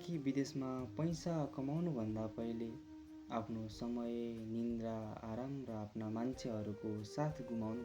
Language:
Nepali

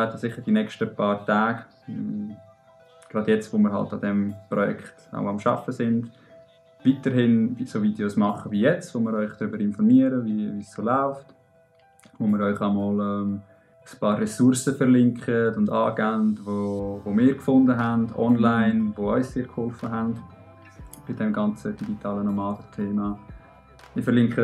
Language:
Swiss German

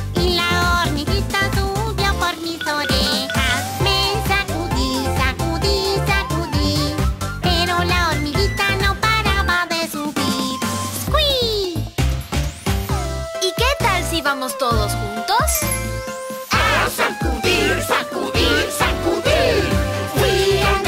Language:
Spanish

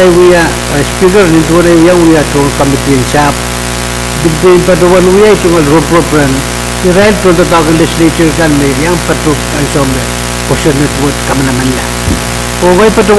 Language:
Pohnpeian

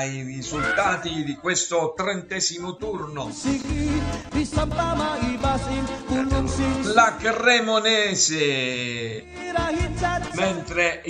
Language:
Italian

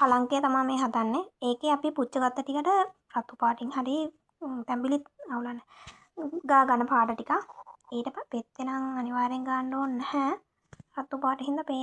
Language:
Sinhala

